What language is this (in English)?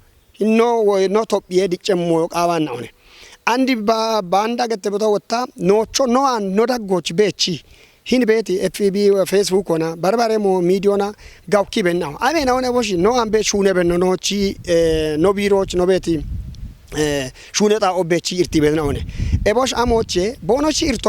Kafa